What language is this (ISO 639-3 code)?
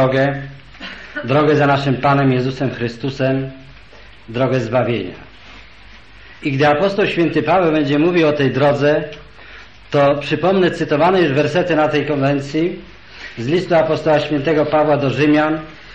pol